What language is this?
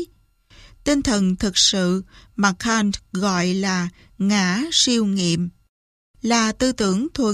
Vietnamese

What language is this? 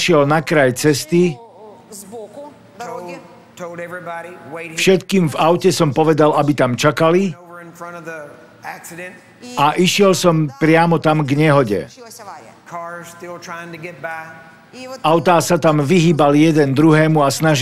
Slovak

